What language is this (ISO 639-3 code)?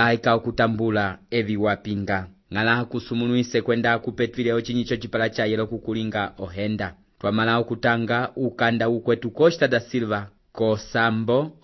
umb